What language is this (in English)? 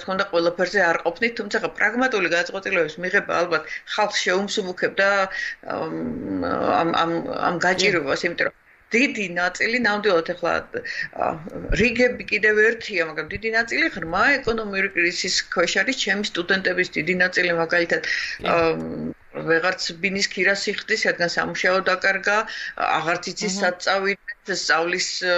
Georgian